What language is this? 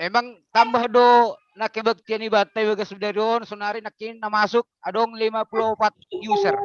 Batak Simalungun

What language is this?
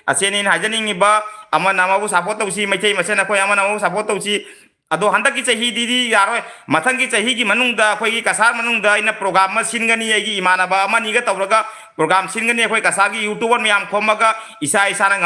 Manipuri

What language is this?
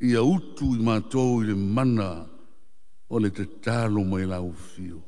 Samoan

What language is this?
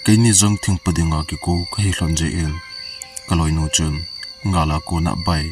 Thado Chin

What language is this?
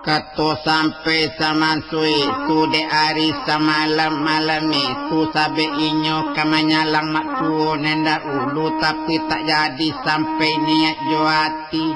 Minangkabau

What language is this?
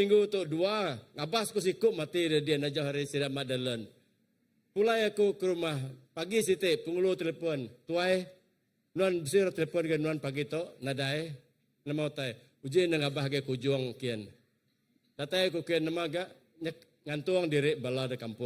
Iban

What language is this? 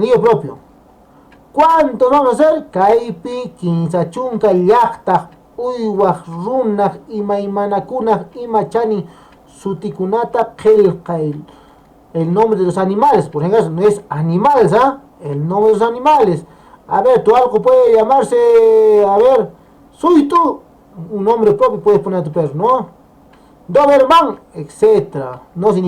Quechua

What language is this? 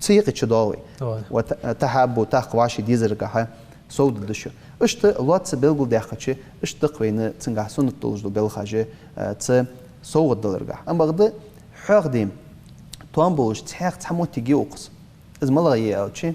Ingush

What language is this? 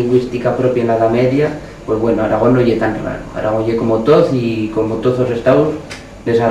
Aragonese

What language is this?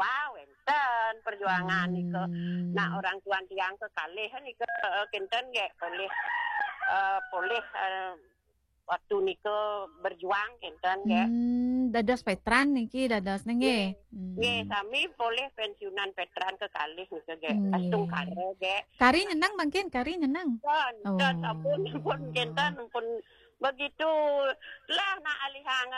Balinese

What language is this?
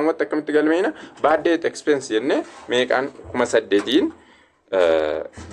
Oromo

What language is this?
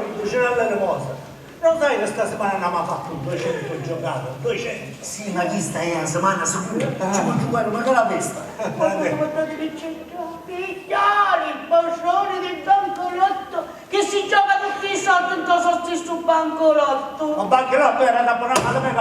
Sicilian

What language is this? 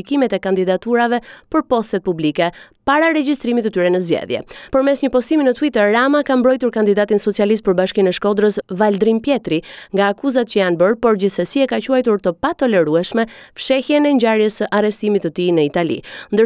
Albanian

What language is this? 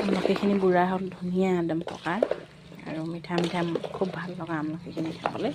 Assamese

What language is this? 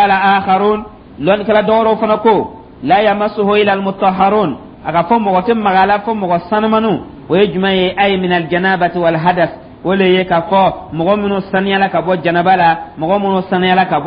Dyula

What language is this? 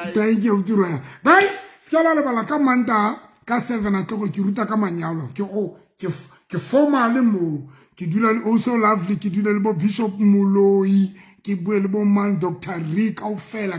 Southern Sotho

